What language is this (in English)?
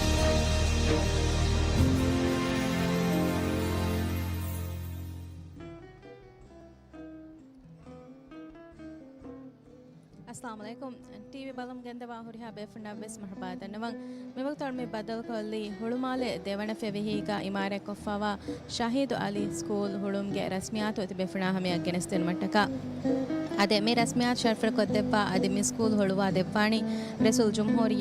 Divehi